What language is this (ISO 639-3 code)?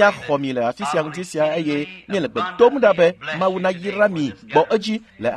ewe